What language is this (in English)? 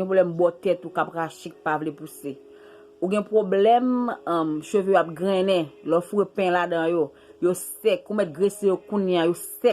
Haitian Creole